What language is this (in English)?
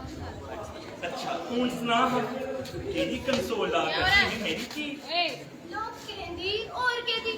Dogri